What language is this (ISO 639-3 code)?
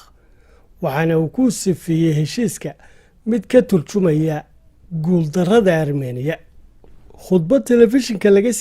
som